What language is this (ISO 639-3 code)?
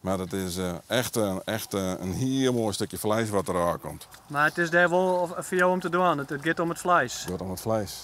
fry